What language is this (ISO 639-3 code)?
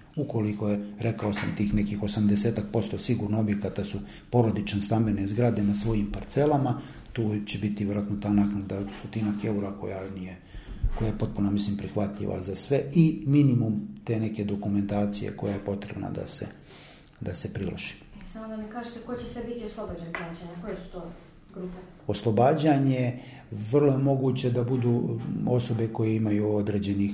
srp